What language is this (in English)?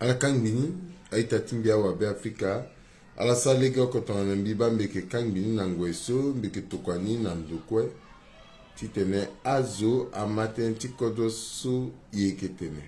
Sango